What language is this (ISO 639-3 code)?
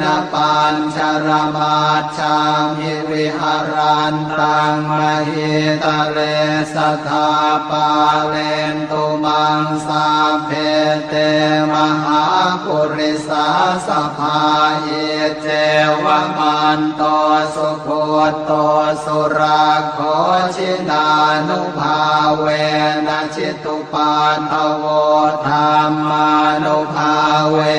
pli